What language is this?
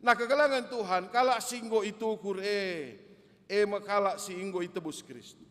Batak Karo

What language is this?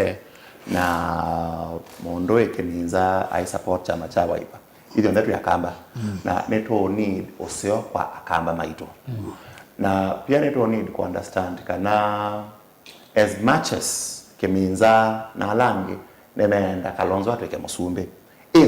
Kamba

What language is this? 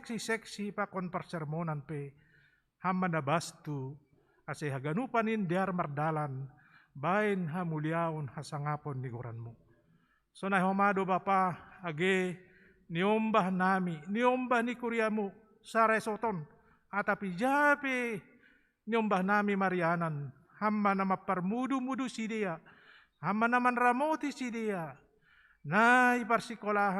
Batak Simalungun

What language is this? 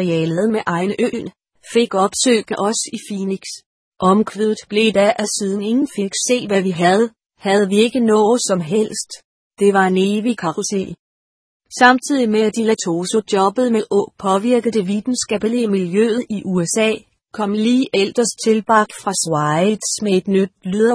Danish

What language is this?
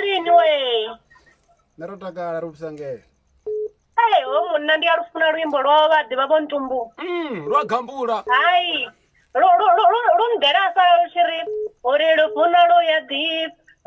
Venda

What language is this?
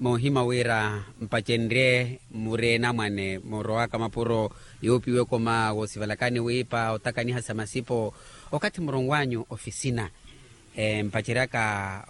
Makhuwa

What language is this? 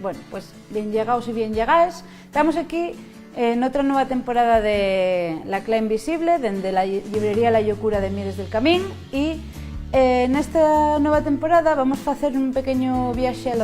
Asturian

